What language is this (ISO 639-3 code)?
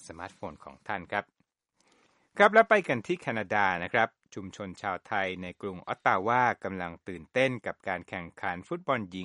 tha